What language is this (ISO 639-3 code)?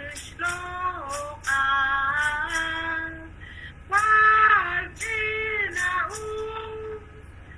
kek